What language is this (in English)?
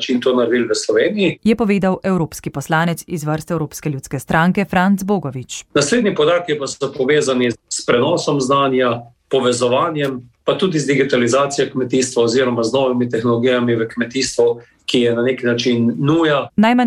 Slovenian